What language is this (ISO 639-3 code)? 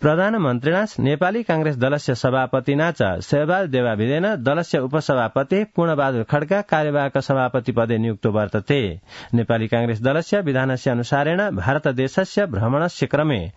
san